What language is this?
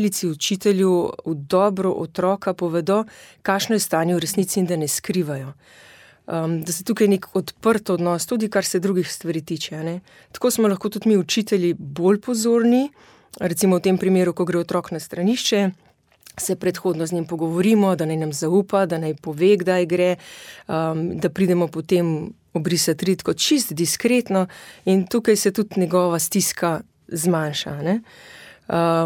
Slovenian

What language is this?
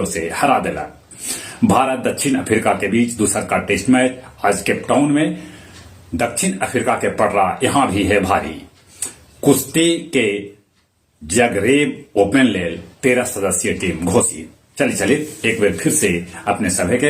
Magahi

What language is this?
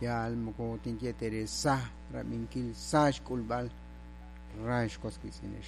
Kekchí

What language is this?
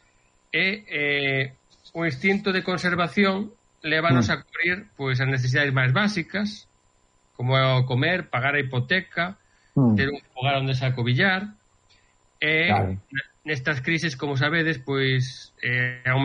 Galician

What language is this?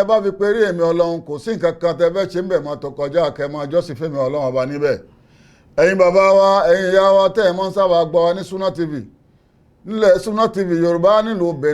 Yoruba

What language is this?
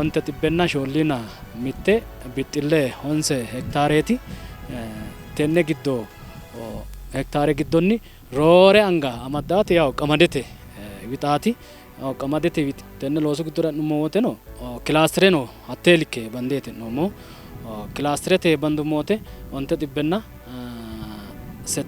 Sidamo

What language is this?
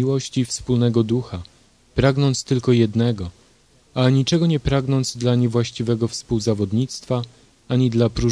Polish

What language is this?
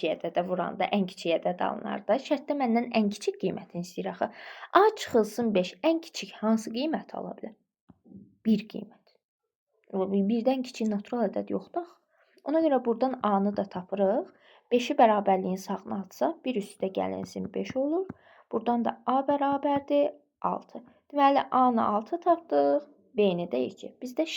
Azerbaijani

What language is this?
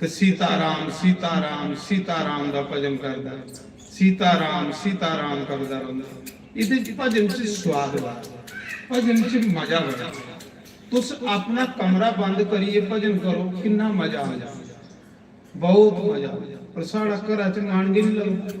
Dogri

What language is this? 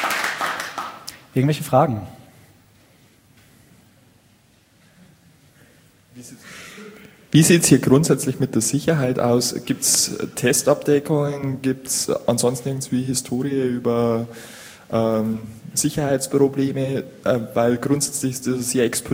German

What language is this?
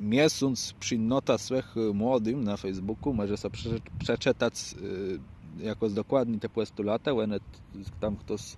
Kashubian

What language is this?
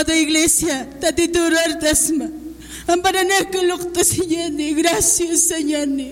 Aymara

